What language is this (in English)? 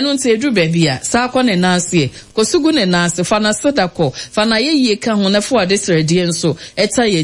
Akan